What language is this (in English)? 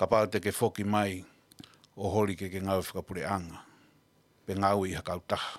Tongan